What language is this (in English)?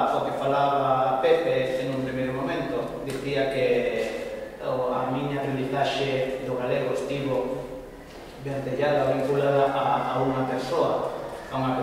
Galician